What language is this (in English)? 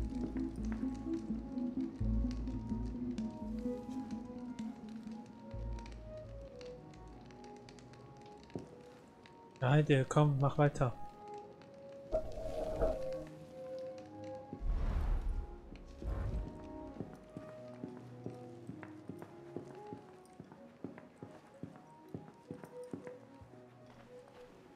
German